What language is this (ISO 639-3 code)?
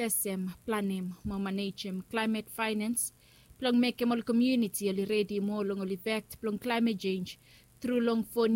bis